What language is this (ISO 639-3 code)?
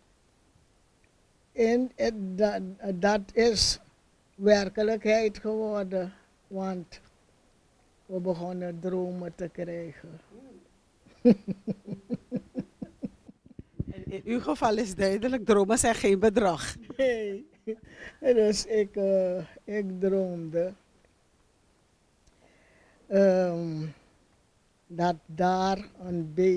nld